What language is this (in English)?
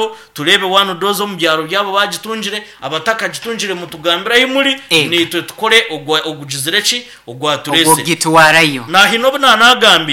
Nyankole